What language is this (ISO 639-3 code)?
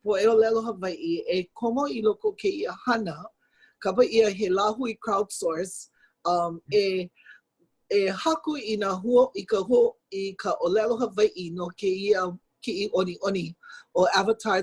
haw